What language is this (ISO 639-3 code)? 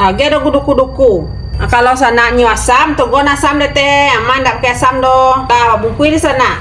min